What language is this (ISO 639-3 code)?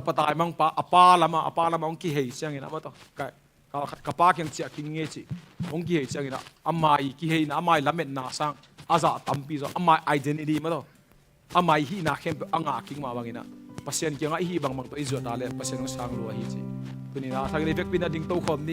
ctd